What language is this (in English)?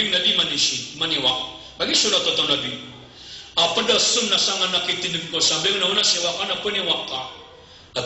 Maranao